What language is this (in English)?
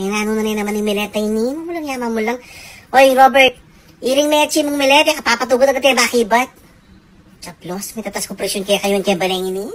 Pampanga